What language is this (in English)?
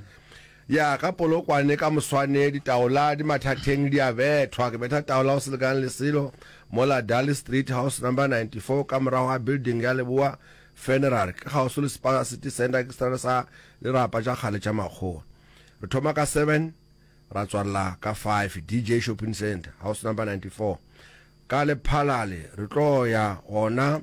Northern Sotho